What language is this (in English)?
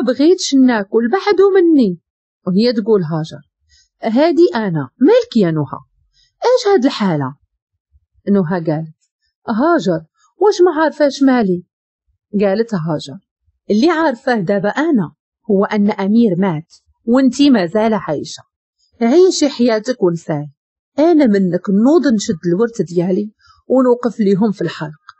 Moroccan Arabic